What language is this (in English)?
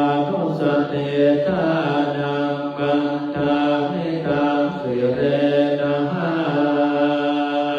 Pali